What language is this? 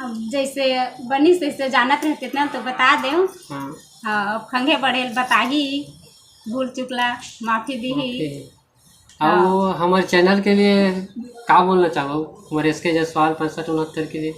Chhattisgarhi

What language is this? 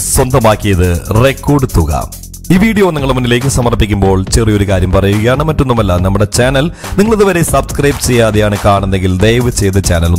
Malayalam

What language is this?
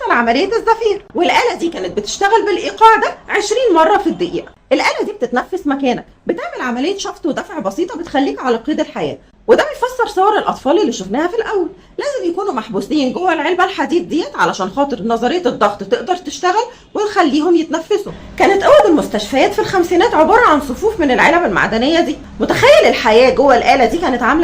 Egyptian Arabic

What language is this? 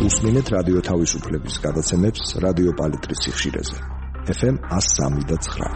Georgian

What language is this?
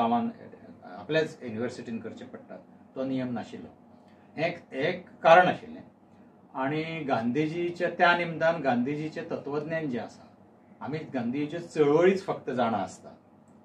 Konkani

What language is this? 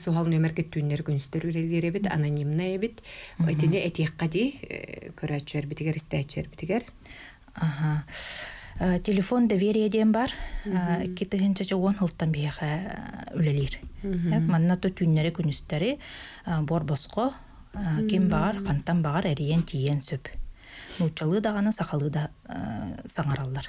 Yakut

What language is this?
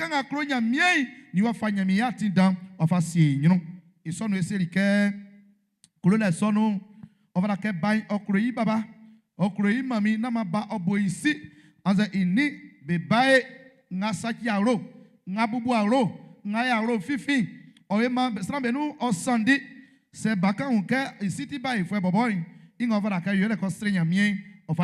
Baoulé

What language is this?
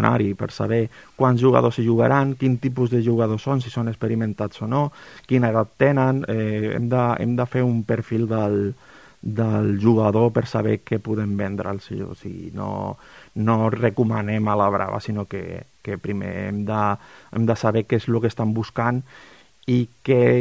Catalan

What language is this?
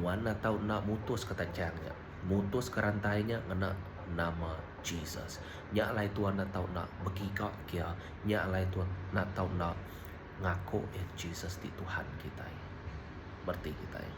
Iban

